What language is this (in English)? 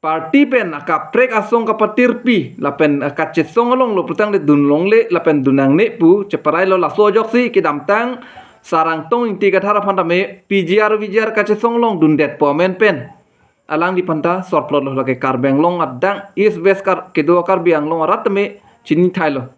Karbi